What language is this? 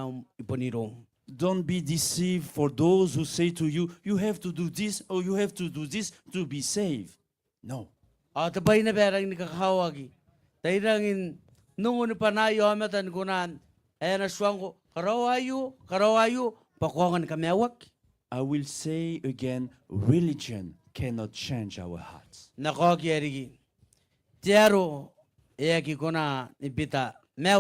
Gilbertese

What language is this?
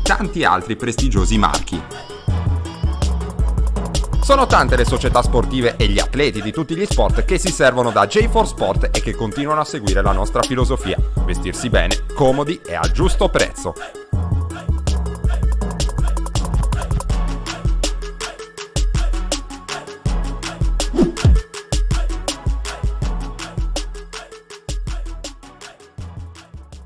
Italian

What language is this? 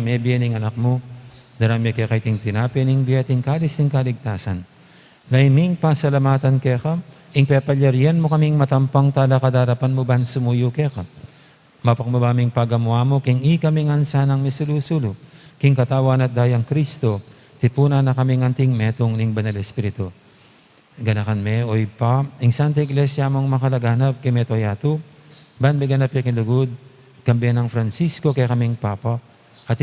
Pampanga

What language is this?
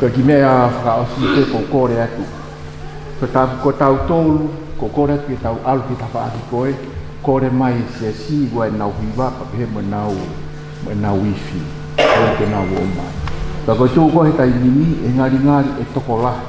Tongan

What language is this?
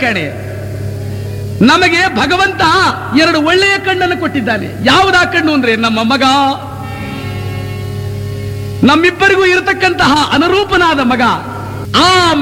Kannada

